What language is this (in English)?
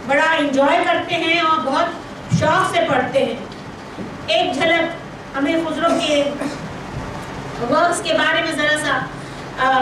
Hindi